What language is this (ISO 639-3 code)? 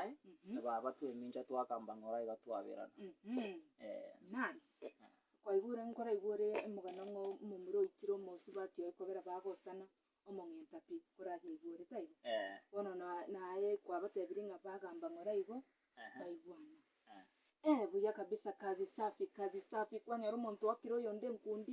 guz